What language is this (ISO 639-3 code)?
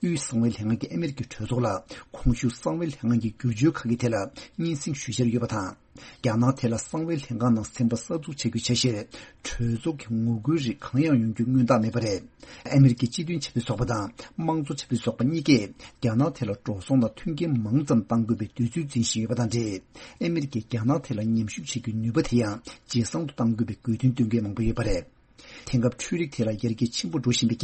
bod